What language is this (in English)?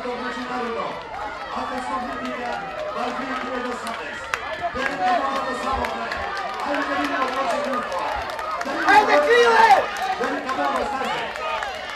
Macedonian